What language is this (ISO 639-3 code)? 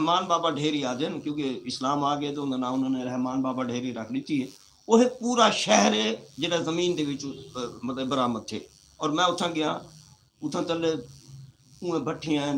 skr